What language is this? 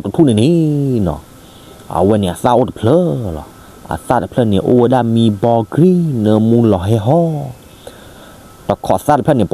S'gaw Karen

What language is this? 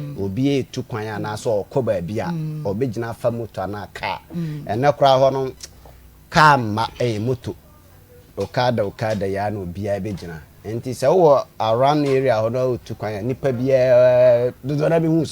Akan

